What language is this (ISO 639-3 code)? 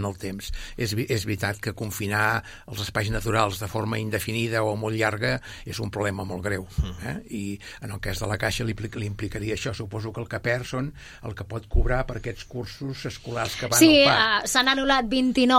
cat